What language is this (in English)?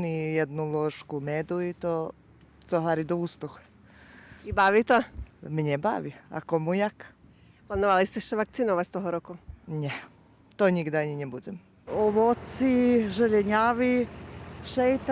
Rusyn